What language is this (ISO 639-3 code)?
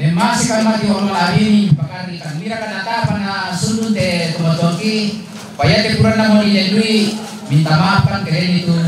sda